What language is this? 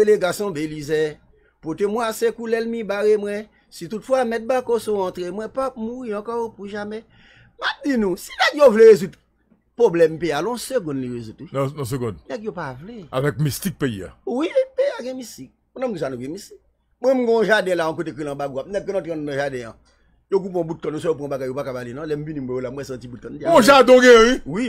Haitian Creole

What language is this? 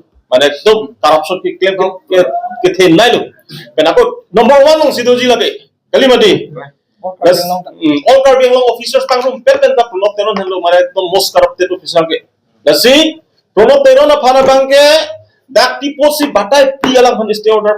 Karbi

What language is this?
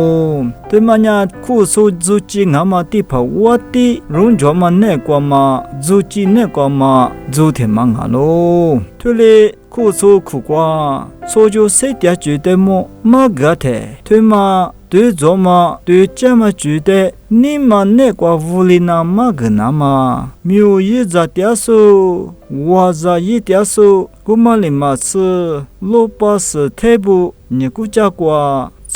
Lisu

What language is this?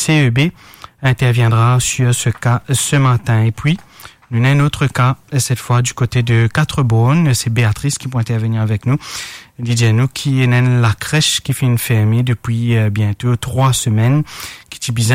Morisyen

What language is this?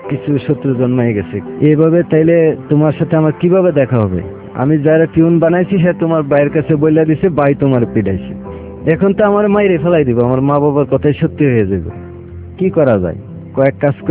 Bangla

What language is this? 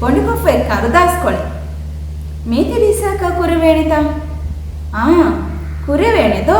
Divehi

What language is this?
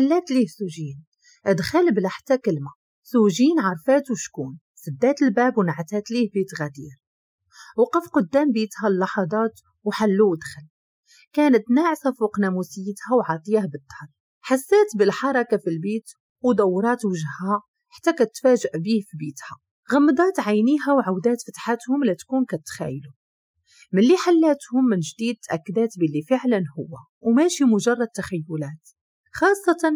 Moroccan Arabic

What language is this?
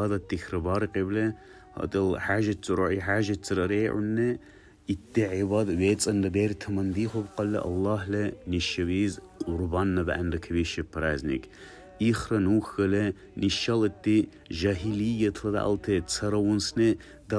Dargwa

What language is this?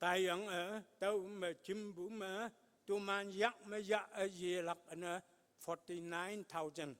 Konyak Naga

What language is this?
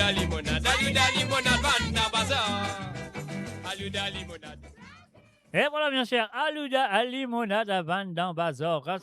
Morisyen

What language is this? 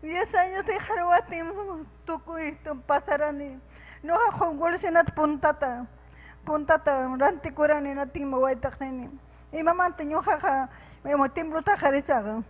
Ayacucho Quechua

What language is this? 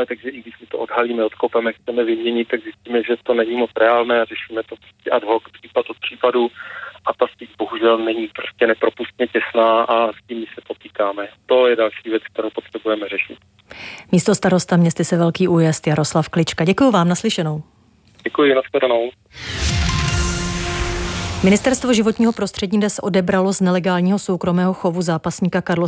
Czech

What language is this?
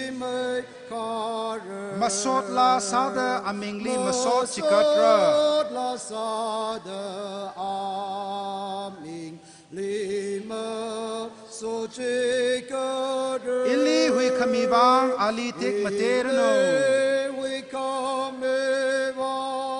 Tangkhul Naga (India)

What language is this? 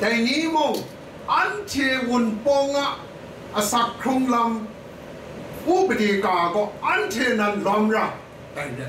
Kachin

